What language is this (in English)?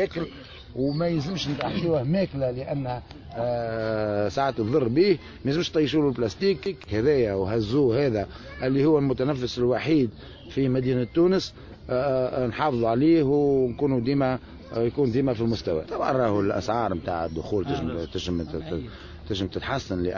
Tunisian Arabic